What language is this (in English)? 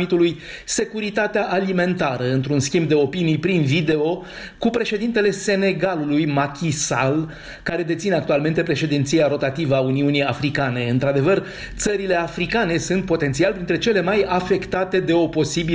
Romanian